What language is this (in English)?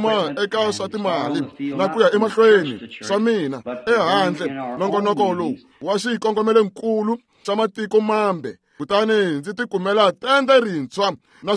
Tsonga